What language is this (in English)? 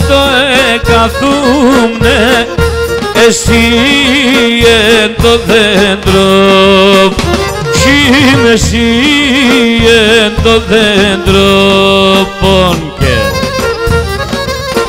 Greek